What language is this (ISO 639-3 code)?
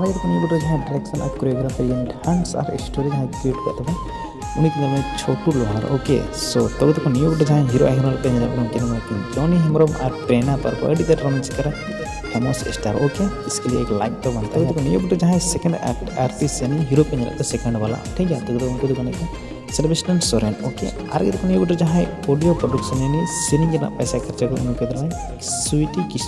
sat